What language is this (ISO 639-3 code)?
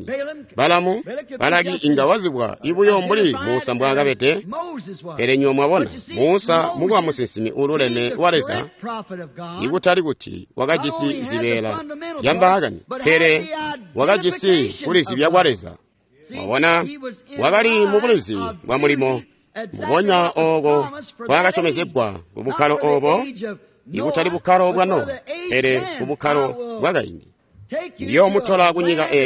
toi